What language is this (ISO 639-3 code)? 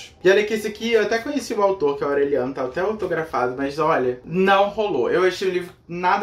por